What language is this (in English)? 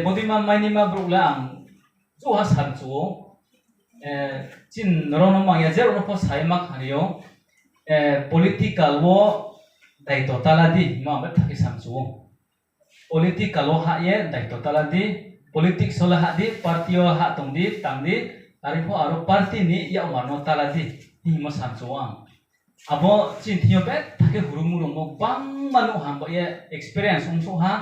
Riang (India)